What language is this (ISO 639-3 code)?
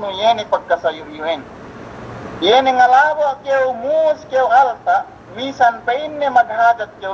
yka